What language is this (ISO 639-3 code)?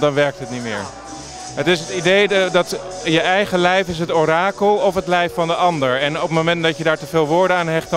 nld